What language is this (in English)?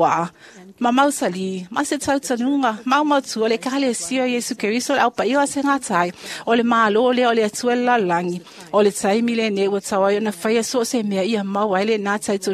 Samoan